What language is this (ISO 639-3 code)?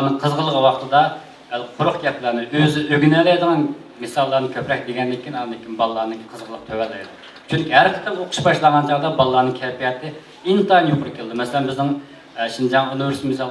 uig